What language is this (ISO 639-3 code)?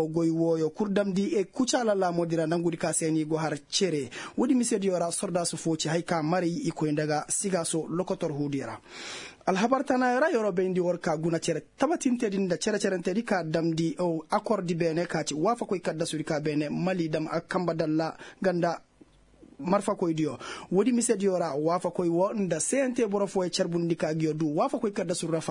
ses